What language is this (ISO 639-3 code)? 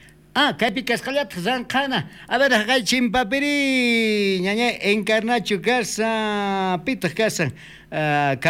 quh